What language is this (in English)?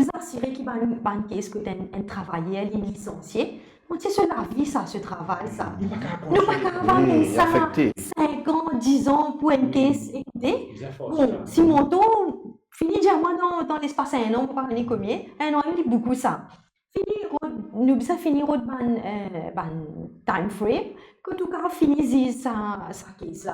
Morisyen